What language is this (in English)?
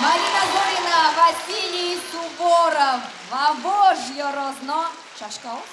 Udmurt